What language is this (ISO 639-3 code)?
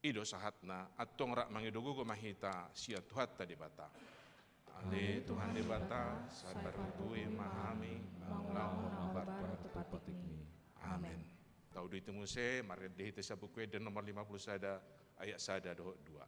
bbc